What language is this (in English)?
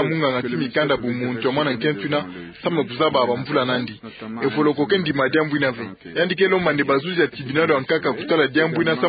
Kituba (Democratic Republic of Congo)